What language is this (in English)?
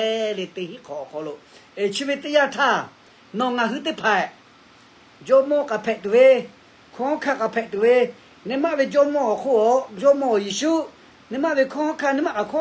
Lahu